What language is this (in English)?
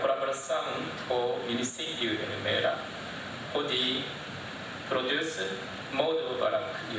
Tetum